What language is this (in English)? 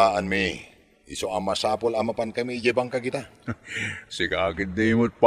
Iloko